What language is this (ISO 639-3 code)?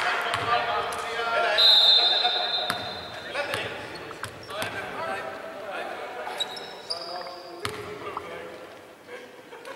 ell